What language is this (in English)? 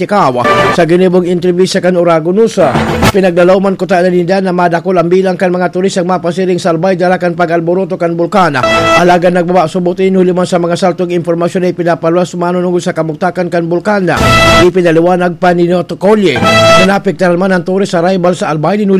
Bikol